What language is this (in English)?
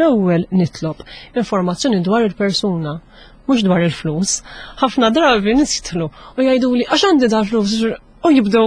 Maltese